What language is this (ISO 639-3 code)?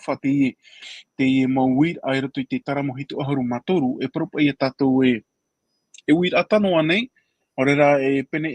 tah